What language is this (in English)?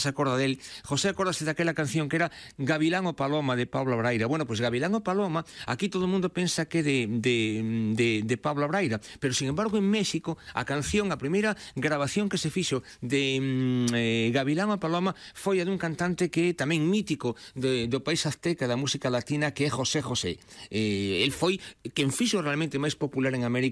Galician